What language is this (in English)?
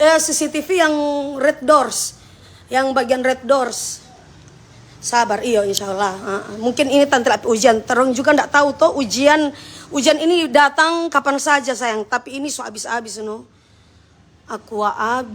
Manado Malay